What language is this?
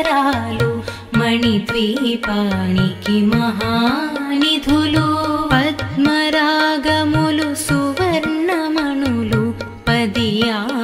Telugu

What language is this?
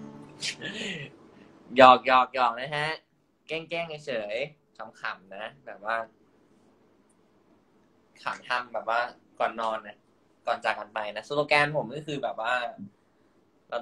Thai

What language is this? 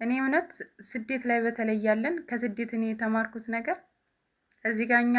Amharic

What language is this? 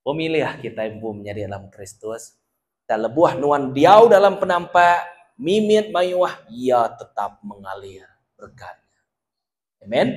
Iban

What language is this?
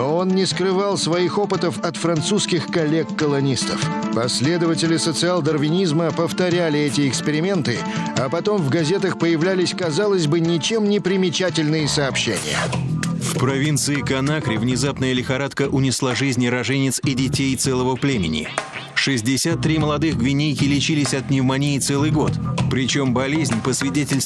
Russian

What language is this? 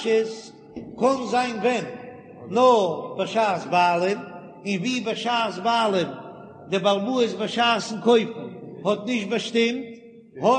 Yiddish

